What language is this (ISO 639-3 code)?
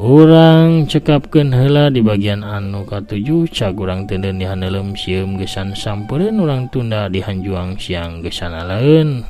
sun